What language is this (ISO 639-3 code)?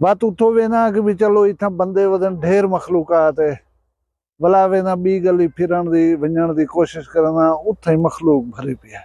skr